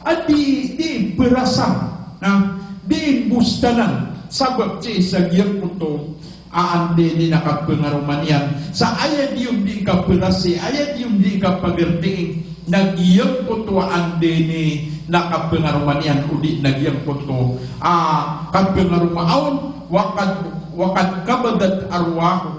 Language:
Maranao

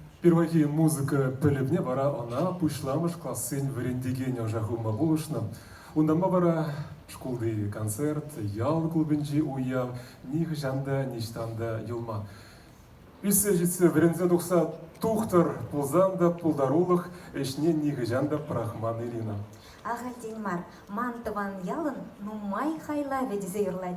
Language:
Chuvash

